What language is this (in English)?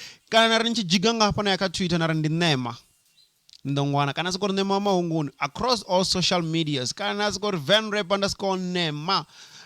Venda